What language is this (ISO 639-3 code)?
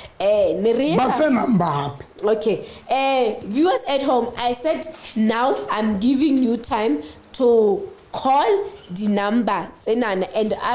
sot